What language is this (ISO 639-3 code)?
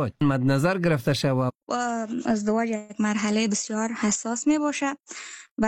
fas